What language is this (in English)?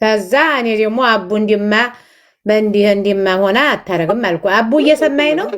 Amharic